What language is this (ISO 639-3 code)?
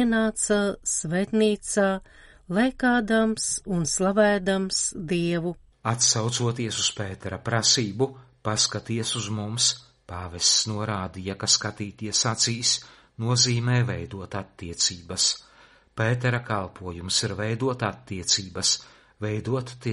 lav